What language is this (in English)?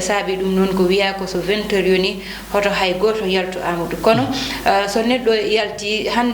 Fula